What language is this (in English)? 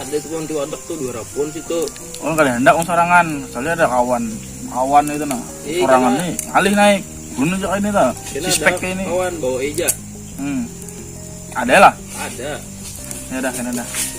Banjar